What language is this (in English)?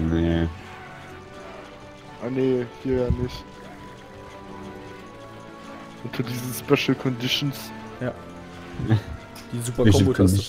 German